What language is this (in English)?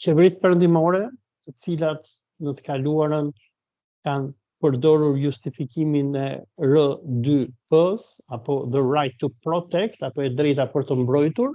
Albanian